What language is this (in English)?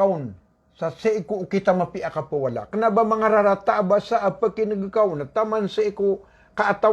Maranao